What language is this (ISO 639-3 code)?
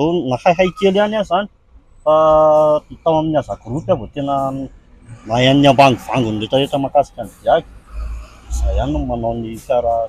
mlg